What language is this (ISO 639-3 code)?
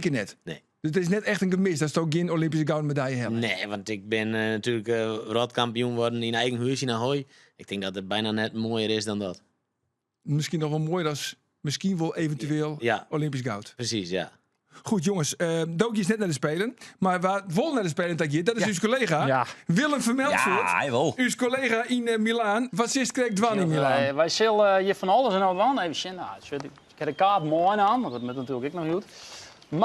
fry